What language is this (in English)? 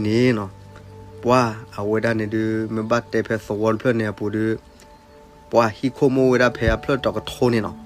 S'gaw Karen